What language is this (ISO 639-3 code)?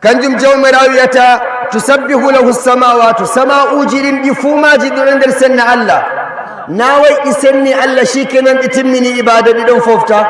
ful